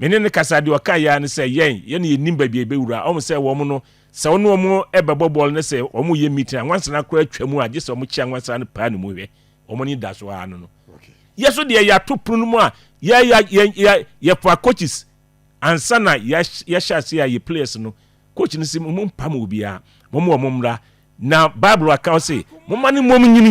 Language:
Akan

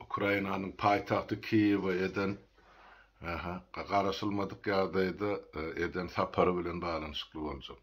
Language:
Turkmen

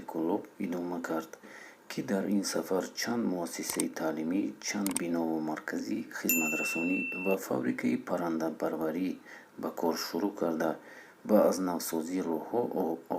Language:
Tajik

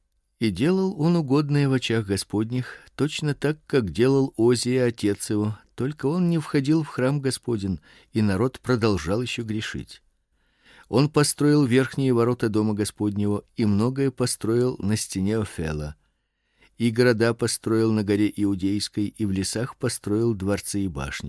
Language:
Russian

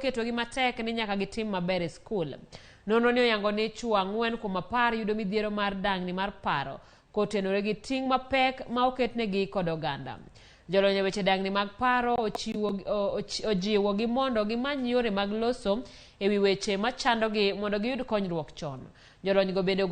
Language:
Luo (Kenya and Tanzania)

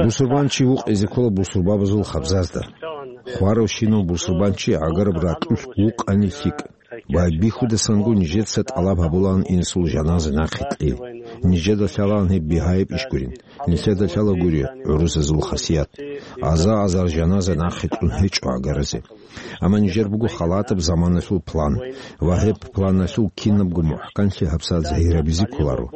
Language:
Avaric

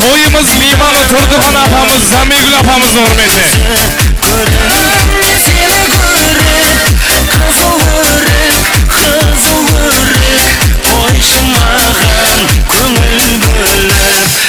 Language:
Kara-Kalpak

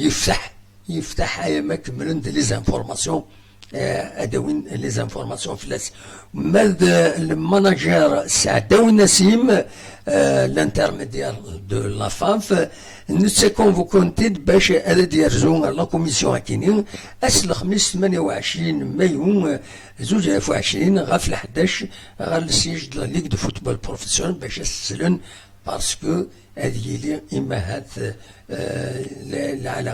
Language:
Kabyle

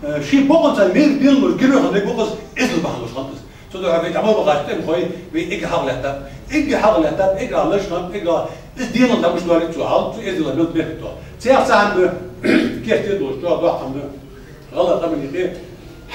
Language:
Ingush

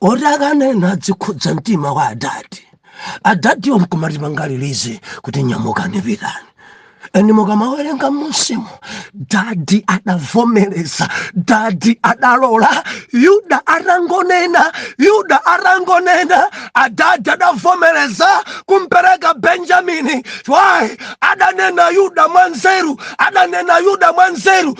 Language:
Nyanja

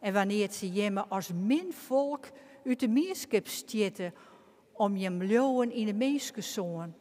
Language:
Western Frisian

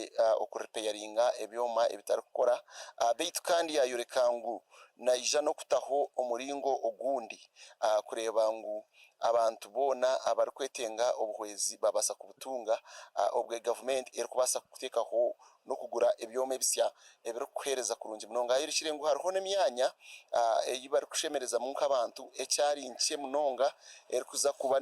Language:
Nyankole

